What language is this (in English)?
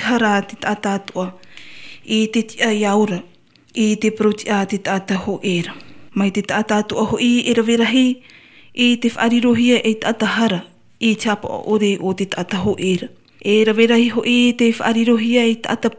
Tahitian